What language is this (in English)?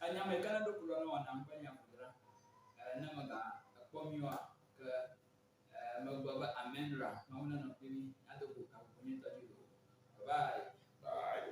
Ewe